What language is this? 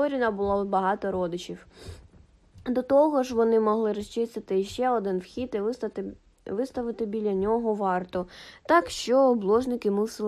Ukrainian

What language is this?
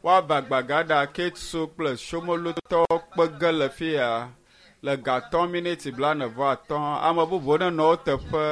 Ewe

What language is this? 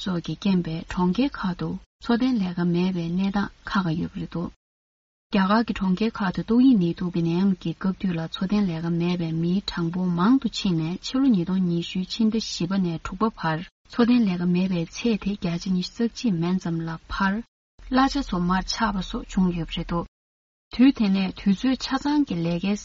Tibetan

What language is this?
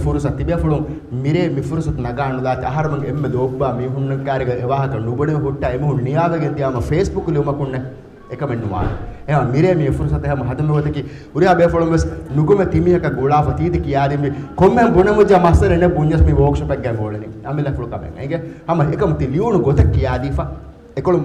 Divehi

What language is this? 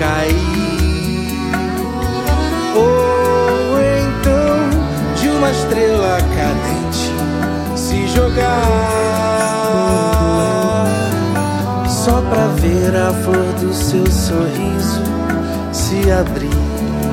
Portuguese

